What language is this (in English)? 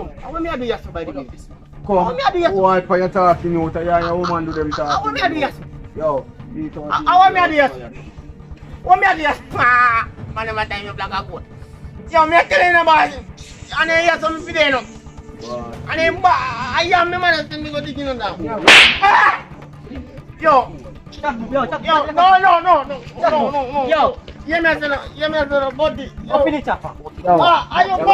Jamaican Creole English